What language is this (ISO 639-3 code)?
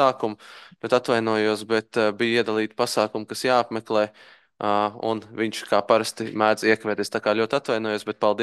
lav